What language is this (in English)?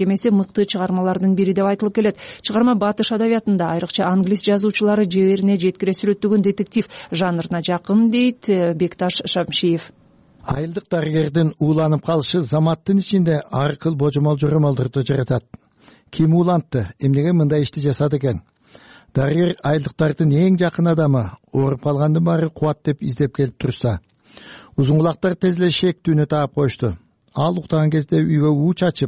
Kyrgyz